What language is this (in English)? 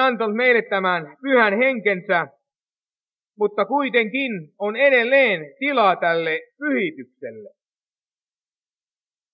Finnish